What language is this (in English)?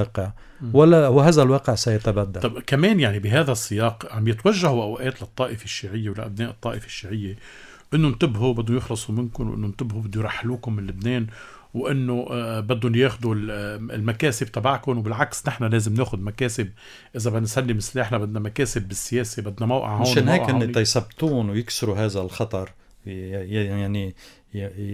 North Levantine Arabic